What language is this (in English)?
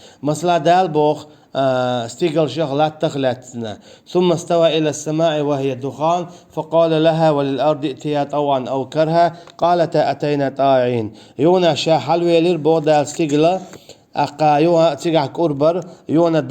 Chechen